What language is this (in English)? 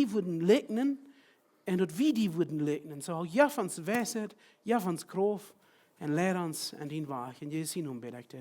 Plautdietsch